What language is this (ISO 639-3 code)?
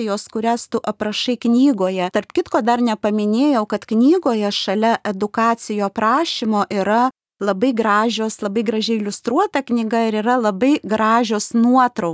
lit